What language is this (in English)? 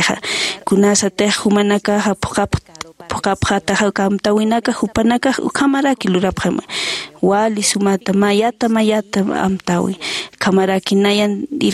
Aymara